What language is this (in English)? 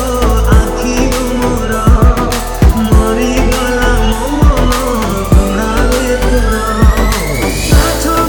Odia